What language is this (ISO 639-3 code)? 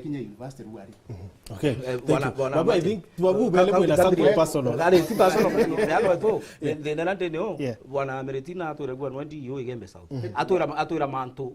mer